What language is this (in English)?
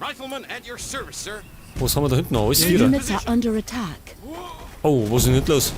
Bavarian